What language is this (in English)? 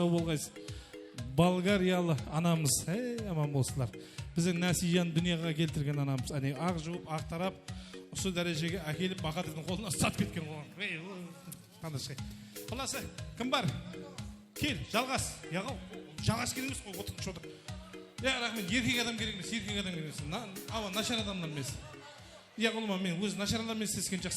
Kara-Kalpak